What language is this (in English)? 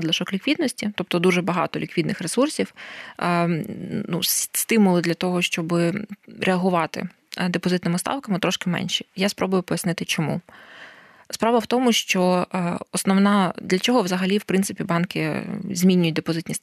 Ukrainian